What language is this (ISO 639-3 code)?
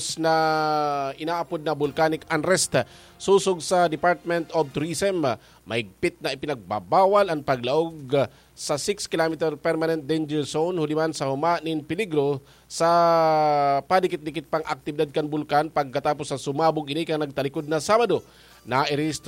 bik